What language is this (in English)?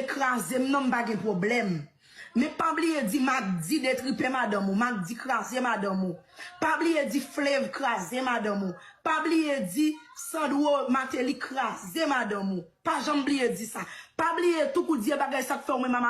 Haitian Creole